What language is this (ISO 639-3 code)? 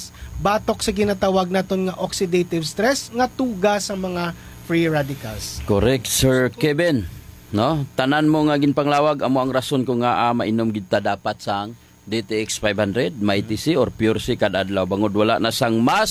hil